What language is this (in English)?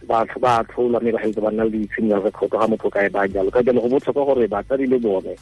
Tswana